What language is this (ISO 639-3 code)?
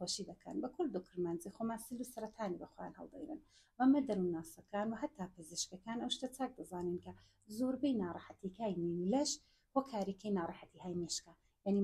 ckb